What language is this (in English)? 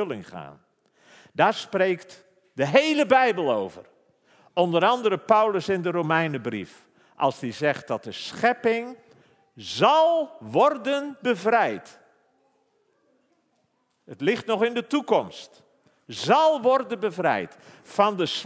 Dutch